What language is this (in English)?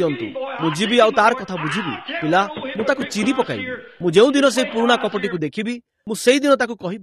Odia